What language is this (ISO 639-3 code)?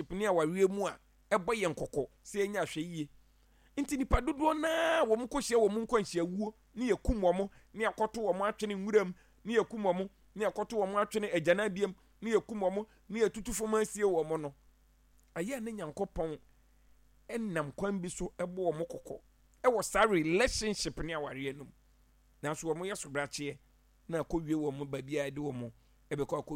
aka